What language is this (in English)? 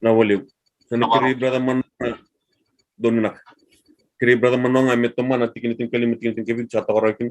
Fijian